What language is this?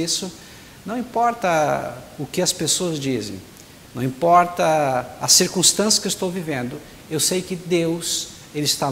Portuguese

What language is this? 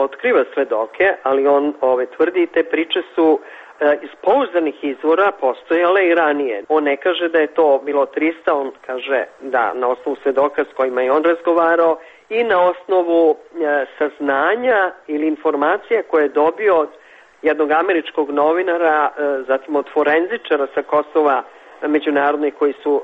Serbian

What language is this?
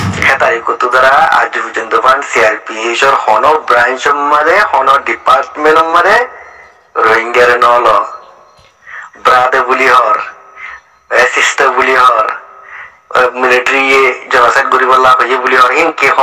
Rohingya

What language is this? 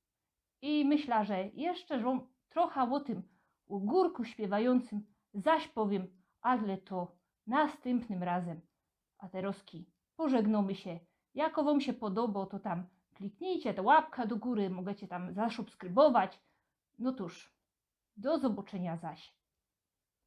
Silesian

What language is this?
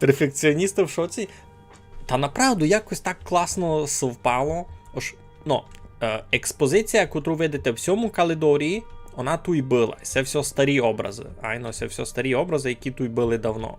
Rusyn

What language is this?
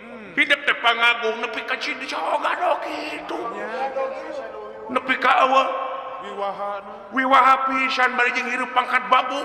Sundanese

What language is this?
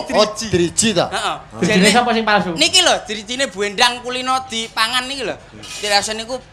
Javanese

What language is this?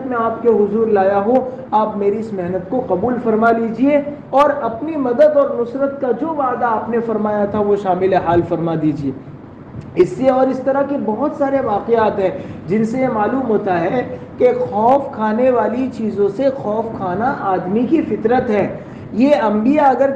Urdu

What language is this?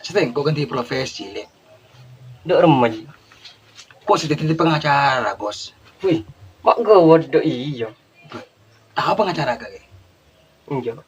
Madurese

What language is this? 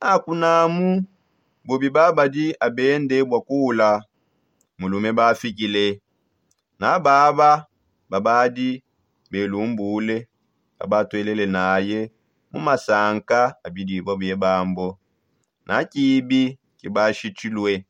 Songe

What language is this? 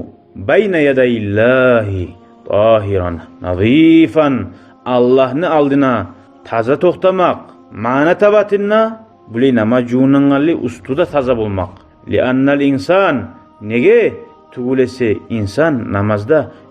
Kumyk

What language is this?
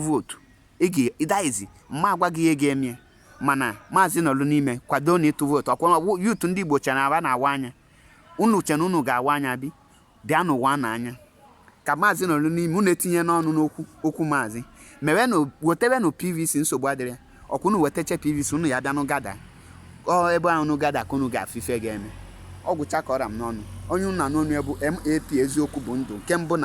Igbo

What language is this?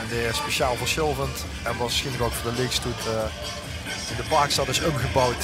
Limburgish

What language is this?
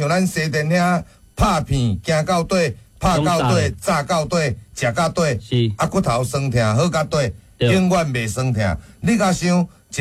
Min Nan Chinese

